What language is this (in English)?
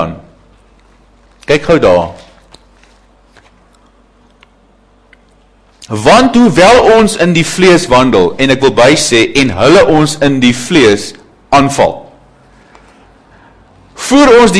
Afrikaans